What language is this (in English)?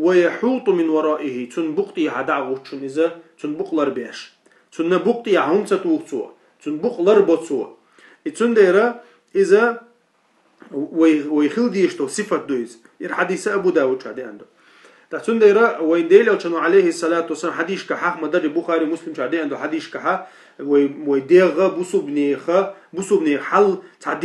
Chechen